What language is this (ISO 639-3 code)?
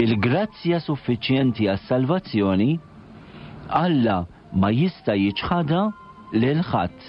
mlt